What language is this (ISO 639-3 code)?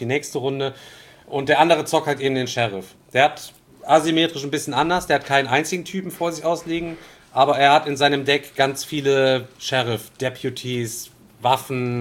deu